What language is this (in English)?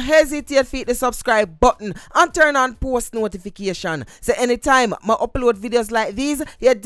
Jamaican Creole English